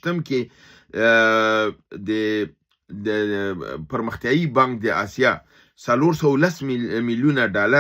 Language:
Pashto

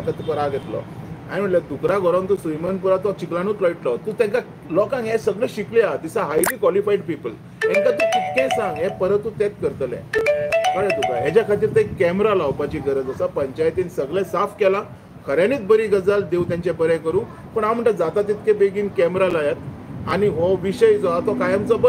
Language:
Konkani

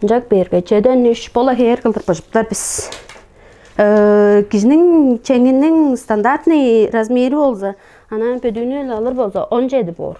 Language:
Tuvinian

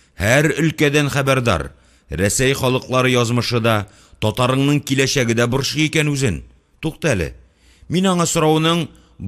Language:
Tatar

